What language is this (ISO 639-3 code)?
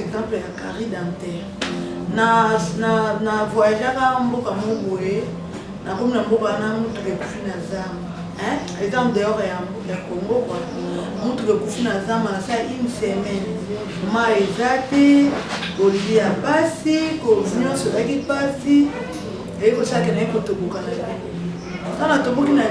lin